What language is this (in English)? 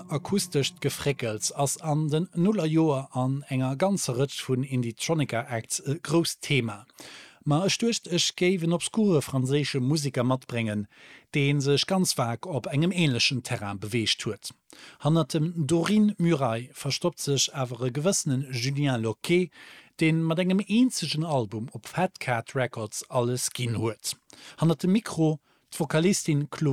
Luxembourgish